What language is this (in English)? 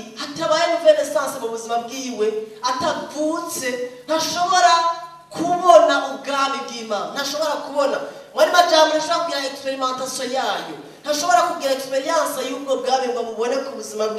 Rundi